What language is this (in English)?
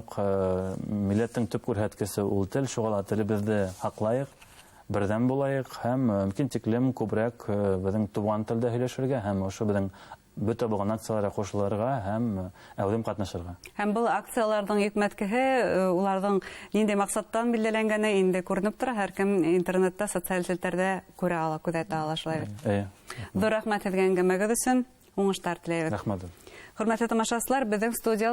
Bashkir